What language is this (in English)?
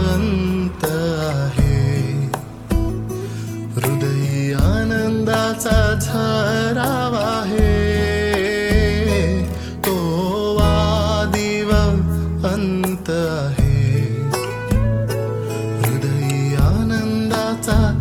Marathi